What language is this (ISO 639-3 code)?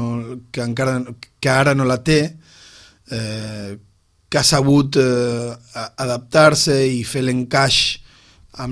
cat